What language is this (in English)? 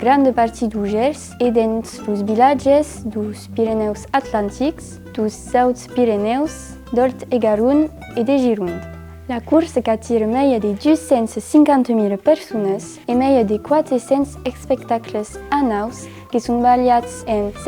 Occitan